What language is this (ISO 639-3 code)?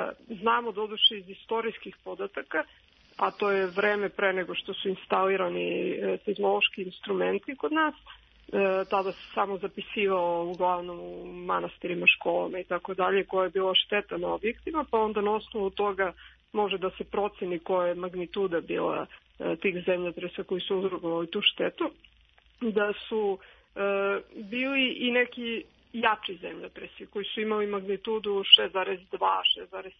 srp